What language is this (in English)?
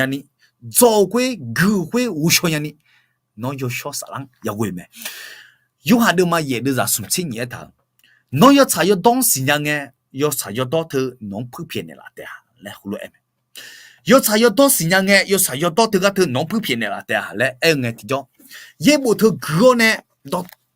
Akha